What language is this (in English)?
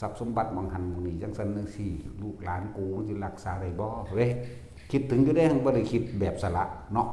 Northeastern Thai